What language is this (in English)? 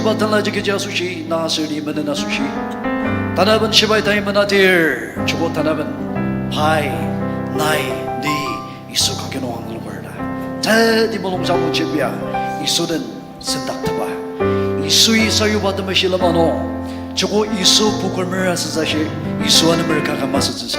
Ao Naga